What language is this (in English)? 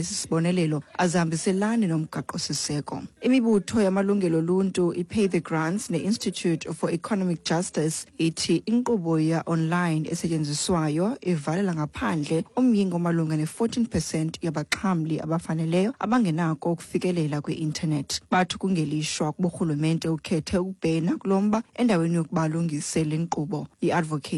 Xhosa